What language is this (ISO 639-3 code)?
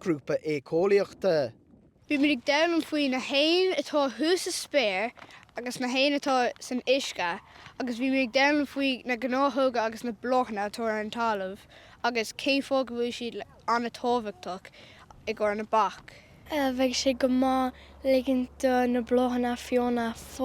gle